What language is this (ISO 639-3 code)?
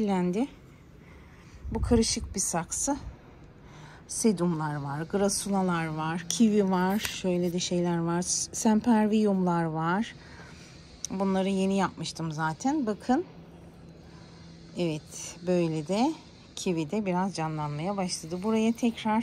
tur